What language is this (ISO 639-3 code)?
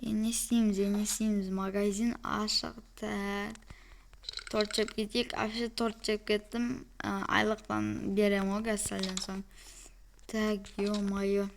kaz